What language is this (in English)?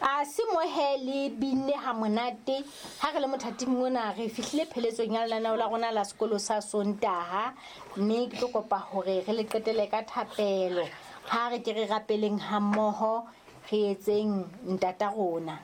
Southern Sotho